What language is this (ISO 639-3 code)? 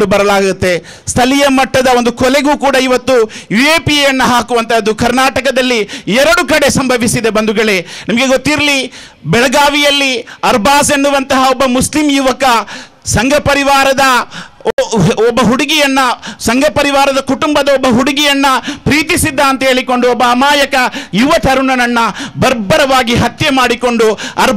kan